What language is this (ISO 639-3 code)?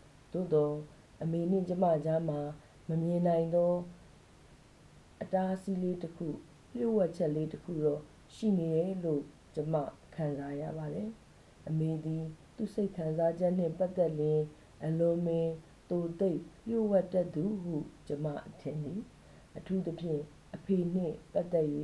mya